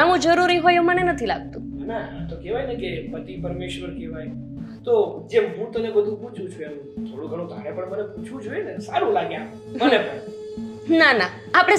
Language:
Gujarati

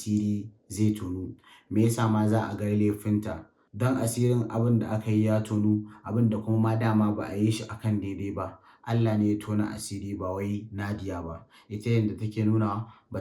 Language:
Hausa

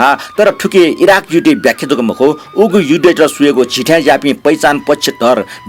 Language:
Newari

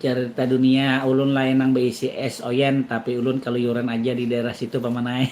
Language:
Banjar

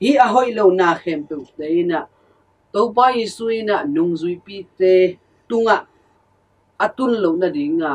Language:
Tedim Chin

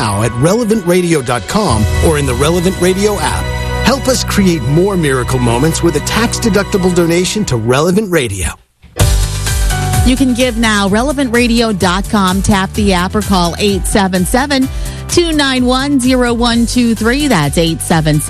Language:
English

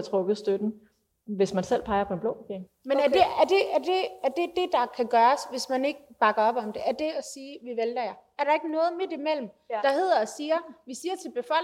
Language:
Danish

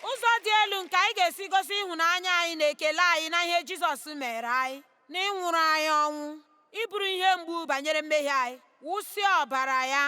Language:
Igbo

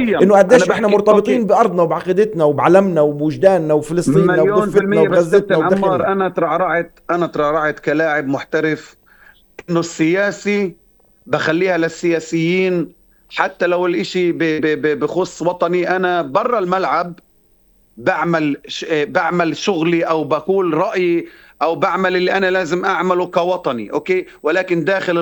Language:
North Levantine Arabic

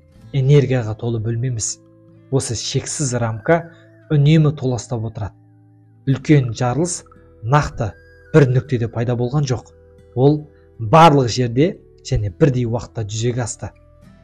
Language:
Kazakh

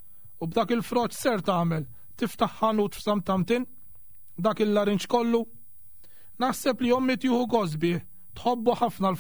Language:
Maltese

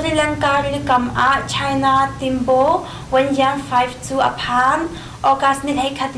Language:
Hakha Chin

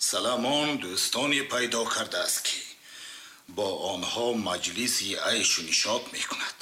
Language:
Tajik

